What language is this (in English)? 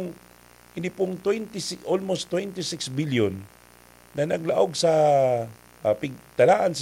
Bikol